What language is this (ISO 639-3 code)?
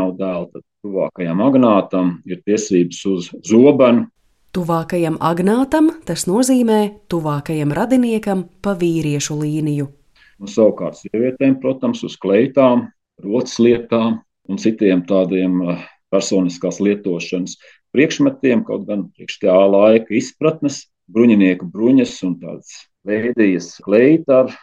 lav